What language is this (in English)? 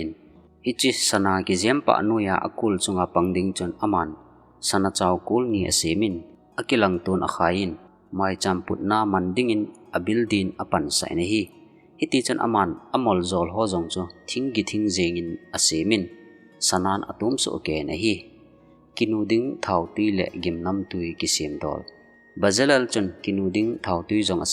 Thado Chin